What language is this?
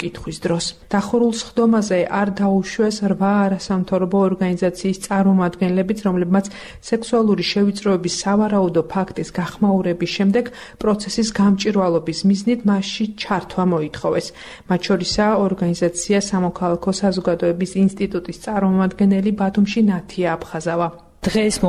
Georgian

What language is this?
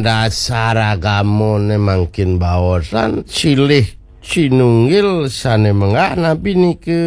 Balinese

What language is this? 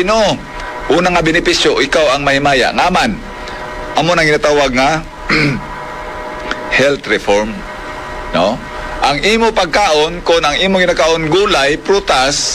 Hiligaynon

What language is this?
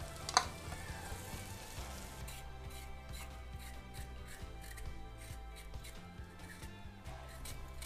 Kalaallisut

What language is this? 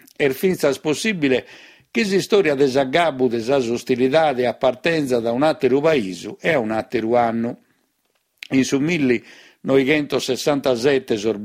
Sardinian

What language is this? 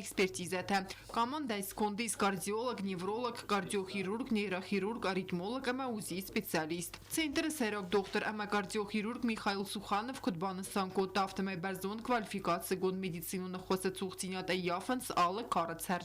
Ossetic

